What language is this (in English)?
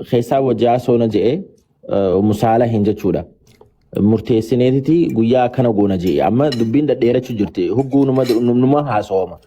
Oromo